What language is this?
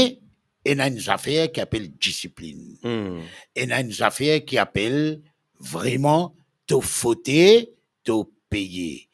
Morisyen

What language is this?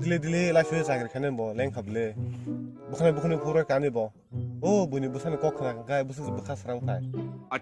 Kok Borok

